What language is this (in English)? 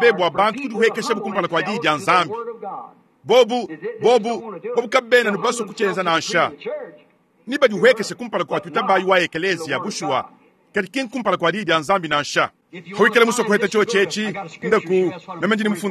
Luba-Lulua